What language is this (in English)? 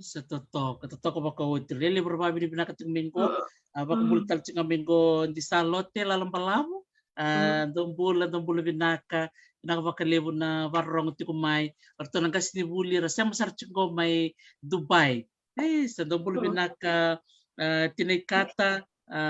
Fijian